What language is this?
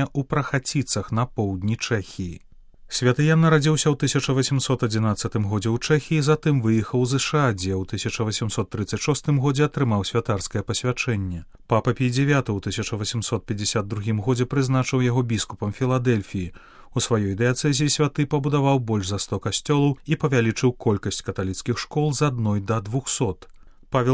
Belarusian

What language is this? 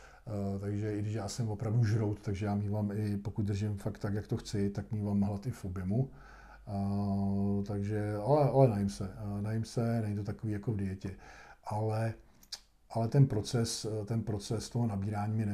Czech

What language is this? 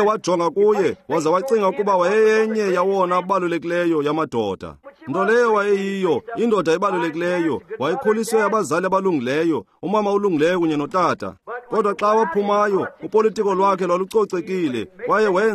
Xhosa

